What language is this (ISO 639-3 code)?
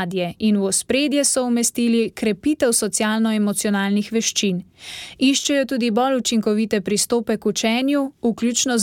slv